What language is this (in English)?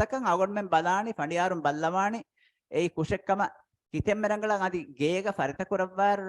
Divehi